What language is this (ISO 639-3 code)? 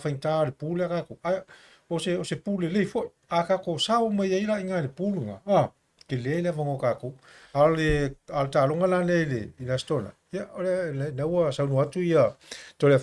smo